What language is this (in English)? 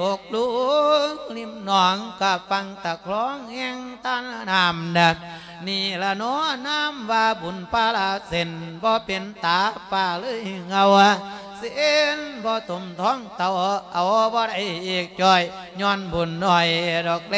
Lao